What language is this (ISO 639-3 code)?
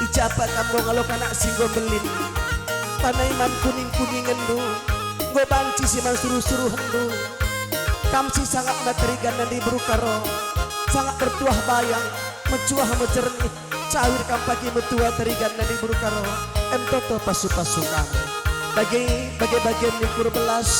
btx